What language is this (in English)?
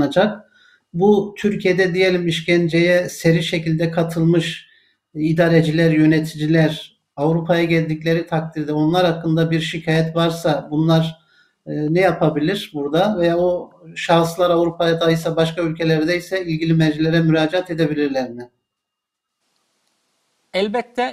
Turkish